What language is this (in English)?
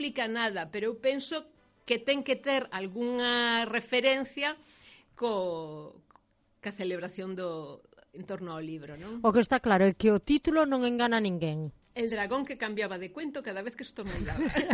Galician